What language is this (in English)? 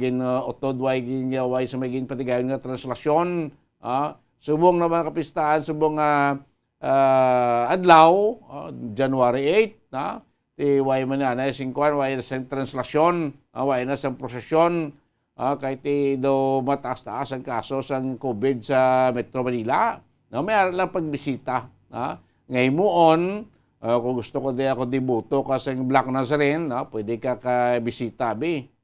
Hiligaynon